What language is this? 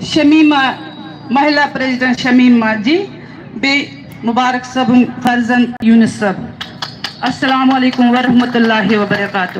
Kashmiri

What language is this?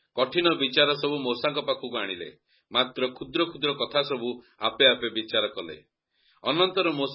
Odia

